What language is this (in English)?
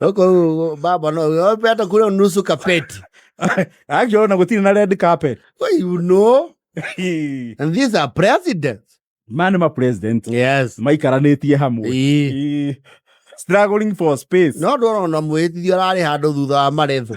Kikuyu